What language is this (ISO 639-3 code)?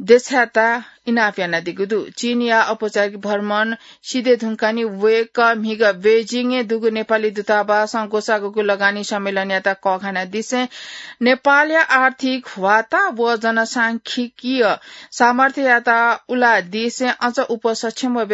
new